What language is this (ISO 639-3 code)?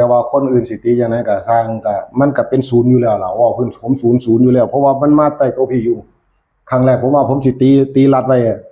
tts